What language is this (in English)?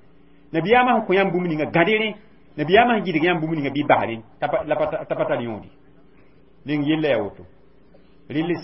Mossi